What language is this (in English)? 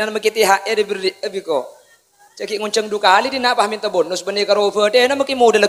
Madurese